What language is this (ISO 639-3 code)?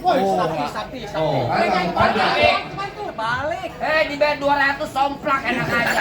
bew